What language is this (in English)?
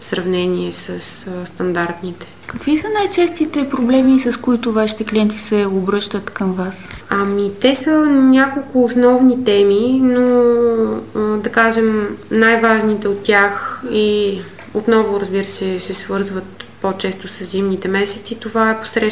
Bulgarian